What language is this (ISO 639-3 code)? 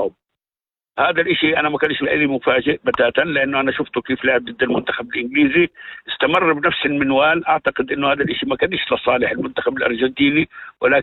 apc